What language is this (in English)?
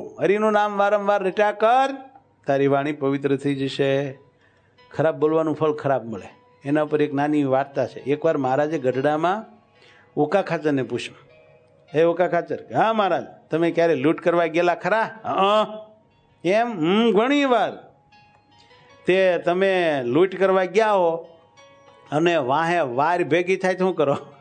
Gujarati